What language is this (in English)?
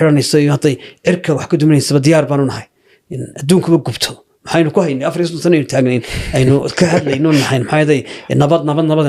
Somali